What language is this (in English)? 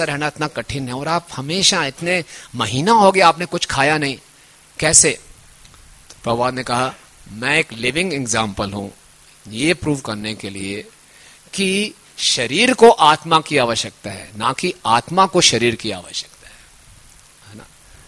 Hindi